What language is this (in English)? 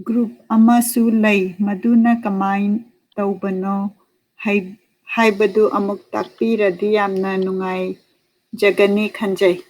Manipuri